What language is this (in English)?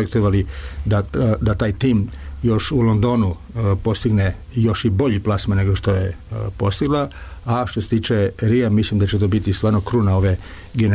Serbian